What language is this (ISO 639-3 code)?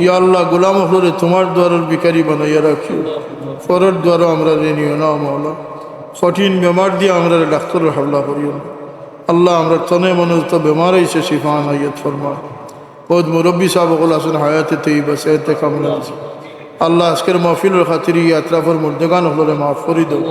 syl